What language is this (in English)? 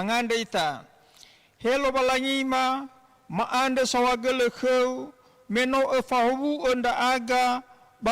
Nias